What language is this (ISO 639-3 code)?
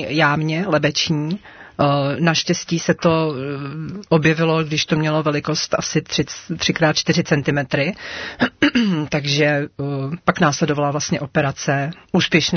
ces